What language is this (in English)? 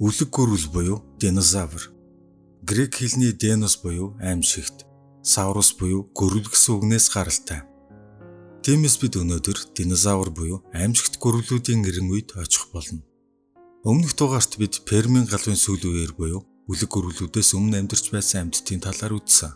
Mongolian